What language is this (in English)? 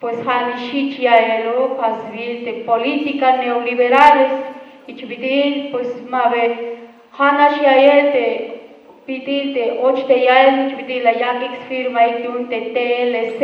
Tzeltal